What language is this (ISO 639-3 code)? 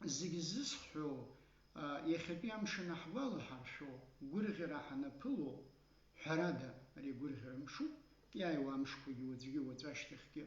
abk